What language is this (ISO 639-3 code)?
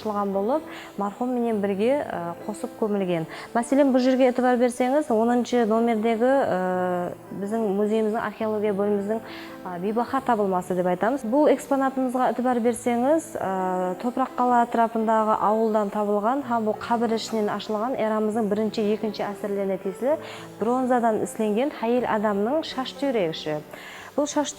kaa